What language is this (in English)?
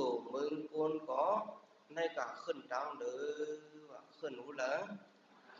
Shan